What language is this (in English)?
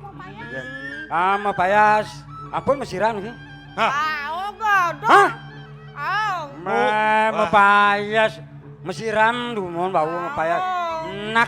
Balinese